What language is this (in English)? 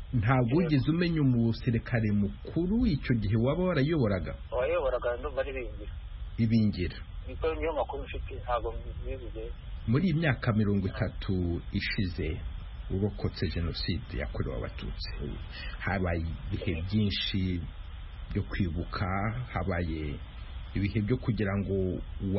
Kinyarwanda